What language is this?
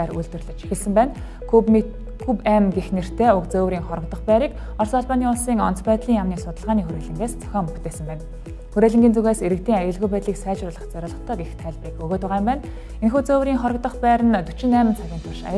Mongolian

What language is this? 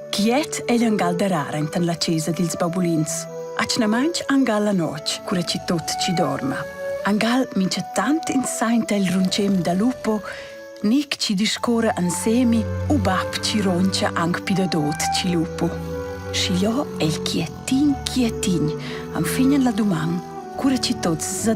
Romansh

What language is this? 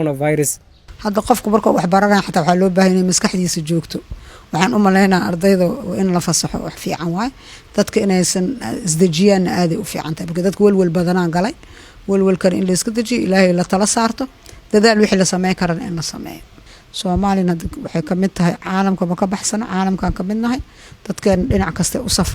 Somali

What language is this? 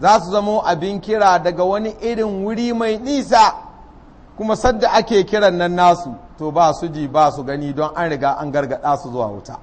Hausa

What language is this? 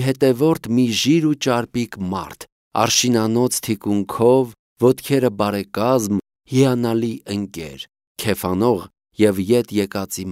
Armenian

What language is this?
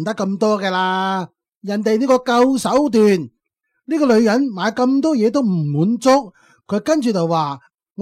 Cantonese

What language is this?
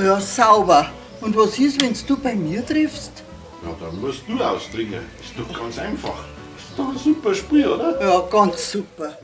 Bavarian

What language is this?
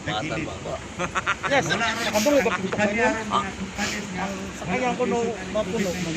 Cebuano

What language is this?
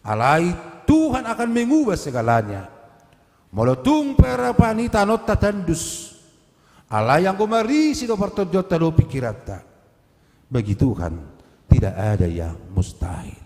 Batak Toba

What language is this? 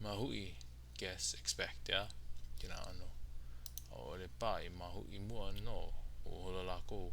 Hawaiian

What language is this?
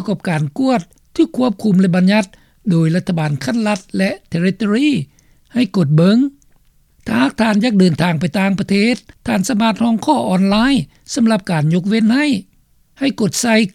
Lao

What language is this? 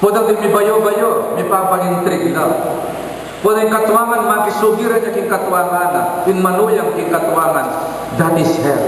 Pampanga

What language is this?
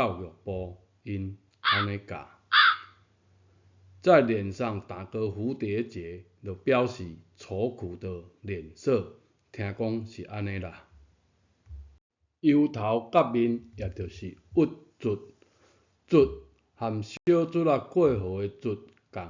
Min Nan Chinese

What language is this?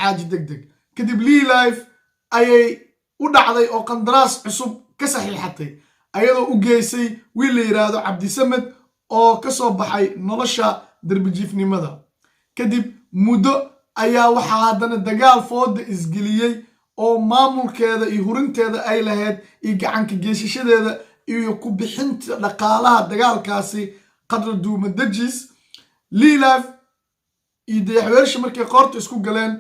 Somali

